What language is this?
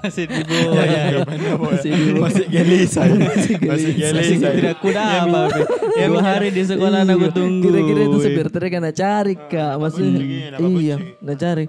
Makassar Malay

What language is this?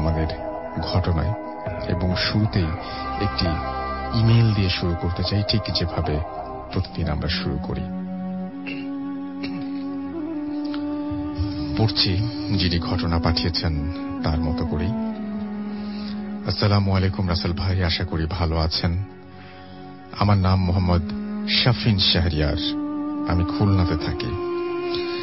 Bangla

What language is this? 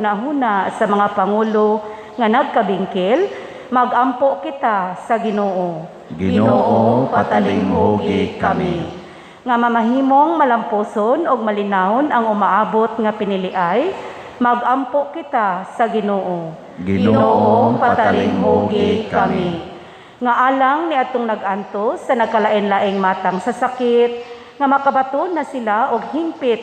Cebuano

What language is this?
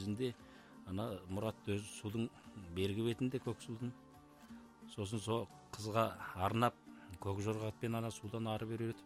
Kazakh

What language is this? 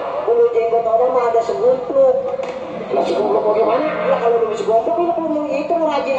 Betawi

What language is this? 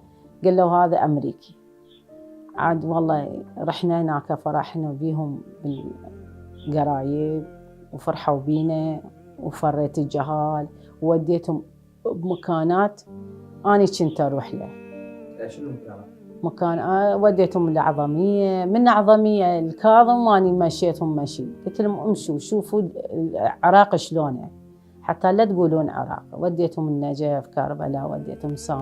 Mesopotamian Arabic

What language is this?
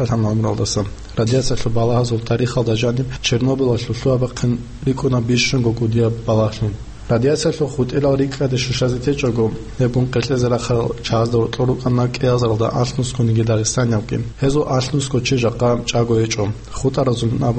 Avaric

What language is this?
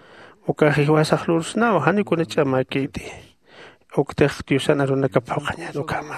Aymara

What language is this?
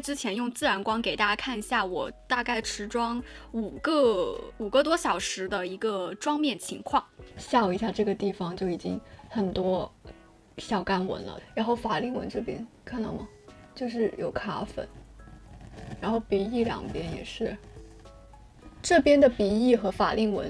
Chinese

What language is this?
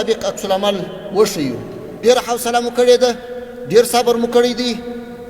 Pashto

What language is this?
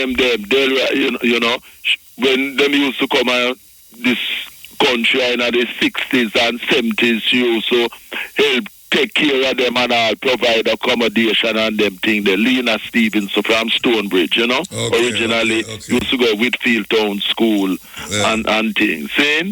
Jamaican Creole English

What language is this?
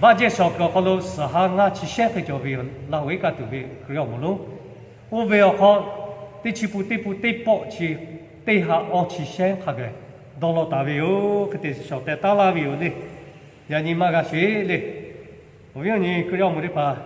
Lahu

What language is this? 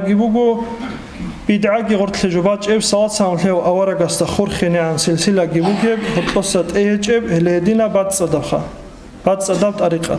Avaric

